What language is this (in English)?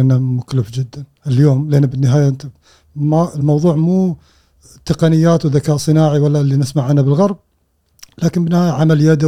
Gulf Arabic